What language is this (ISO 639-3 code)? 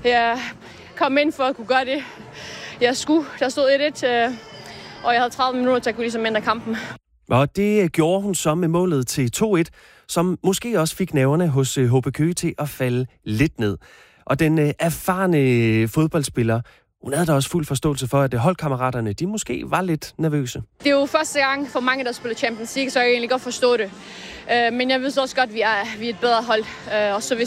dan